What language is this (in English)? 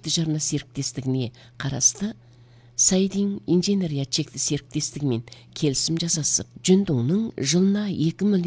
Kazakh